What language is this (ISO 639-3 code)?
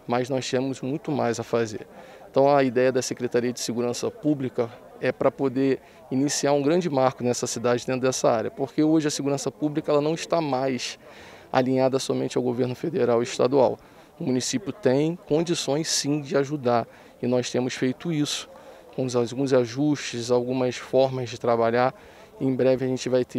por